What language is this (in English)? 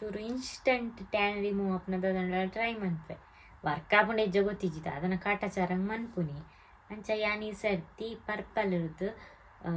Tulu